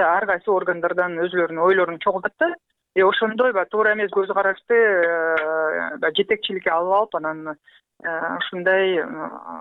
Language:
Kyrgyz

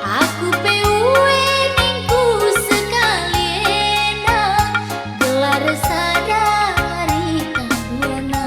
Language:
Batak Karo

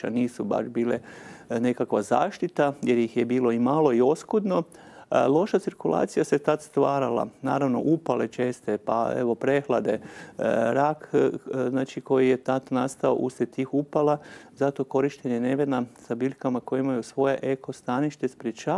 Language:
Croatian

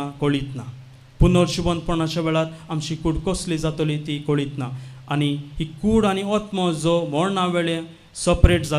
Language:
Konkani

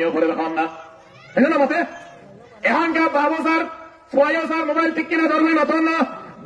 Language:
Rohingya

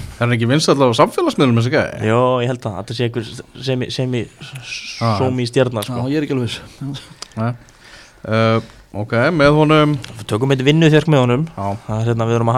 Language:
Icelandic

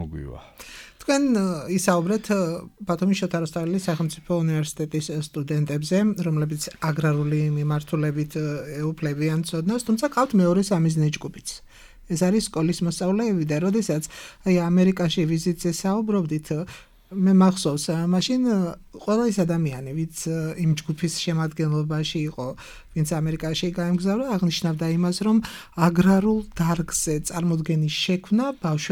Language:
Georgian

